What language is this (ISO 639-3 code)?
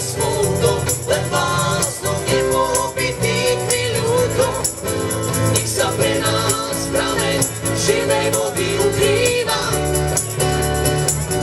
slk